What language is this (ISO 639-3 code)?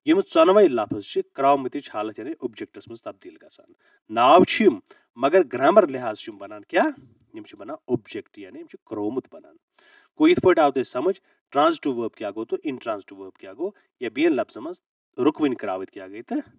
kas